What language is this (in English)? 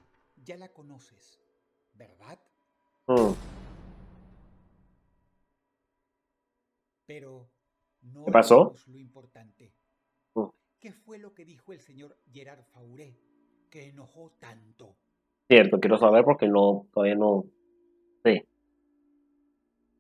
Spanish